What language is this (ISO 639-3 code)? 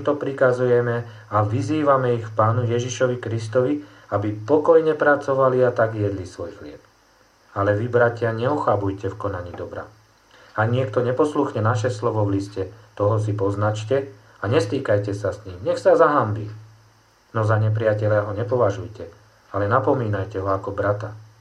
slk